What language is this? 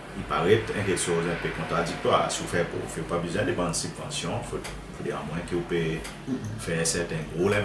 Seselwa Creole French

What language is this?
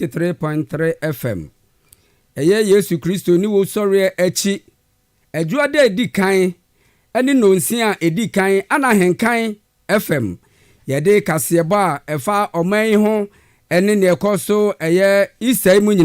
Akan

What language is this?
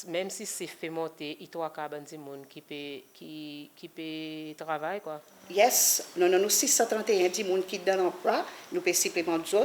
Seselwa Creole French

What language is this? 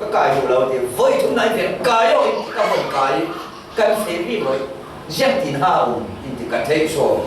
Falam Chin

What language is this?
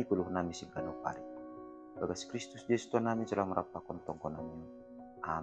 Batak Simalungun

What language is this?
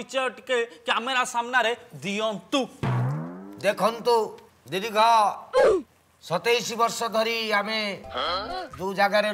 Odia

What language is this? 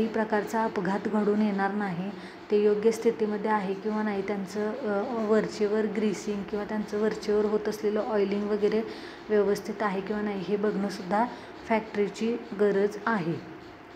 Marathi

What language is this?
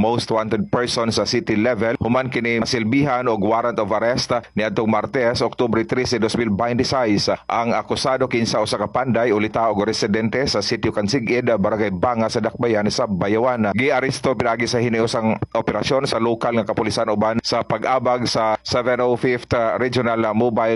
Cebuano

